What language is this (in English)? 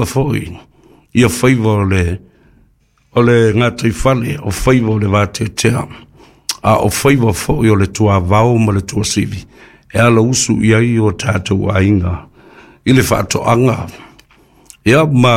Samoan